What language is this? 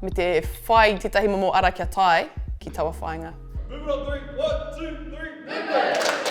Māori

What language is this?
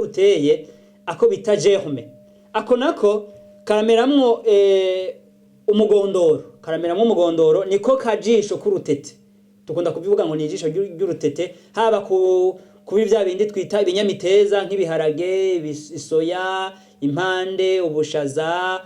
Rundi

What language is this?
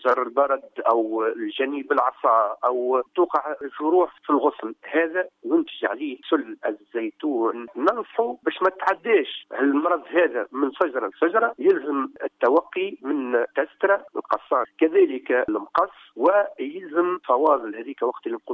Tunisian Arabic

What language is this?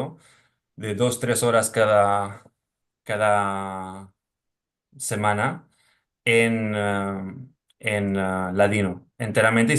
Ladino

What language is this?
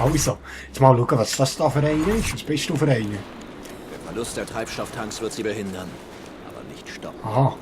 Swiss German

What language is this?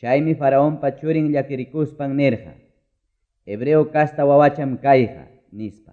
Quechua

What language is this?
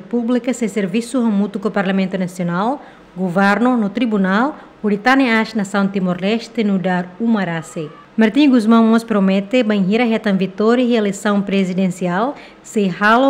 Tetum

